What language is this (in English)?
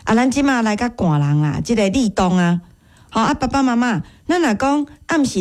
Min Nan Chinese